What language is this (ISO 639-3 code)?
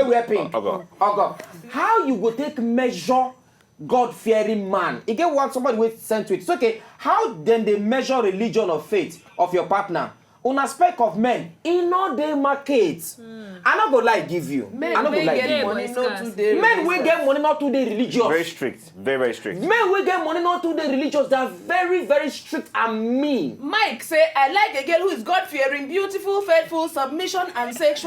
pcm